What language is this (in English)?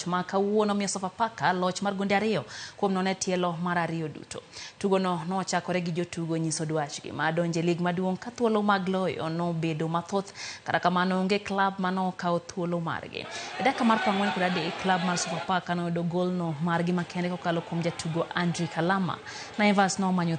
Luo (Kenya and Tanzania)